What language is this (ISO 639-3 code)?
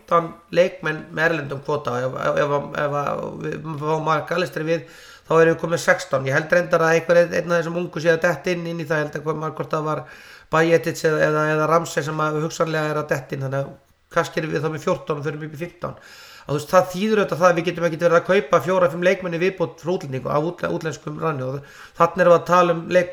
isl